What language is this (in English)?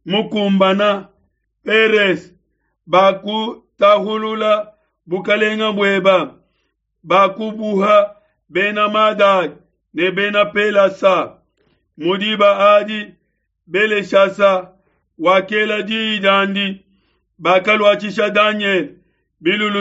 Luba-Lulua